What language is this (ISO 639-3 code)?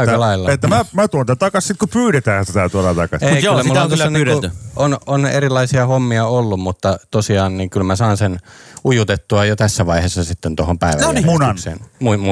fin